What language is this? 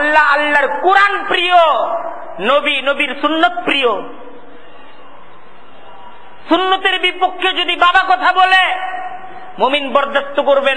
Bangla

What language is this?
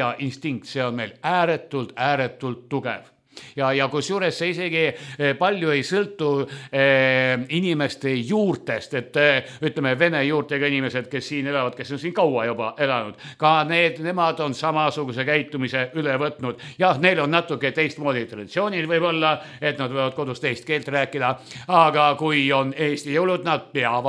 Estonian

